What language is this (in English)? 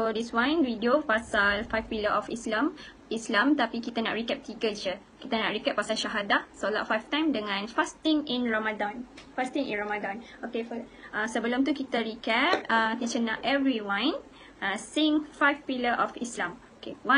Malay